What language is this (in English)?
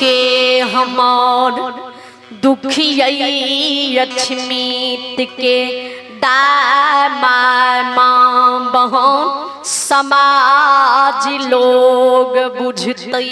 Maithili